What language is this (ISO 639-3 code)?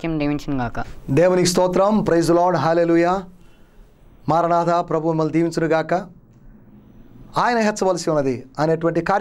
tel